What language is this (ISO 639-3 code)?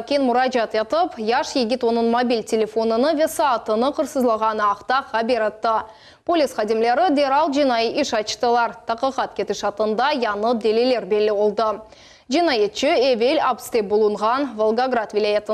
crh